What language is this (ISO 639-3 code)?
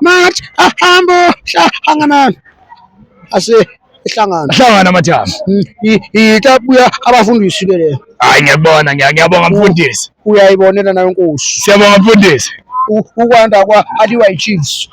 zul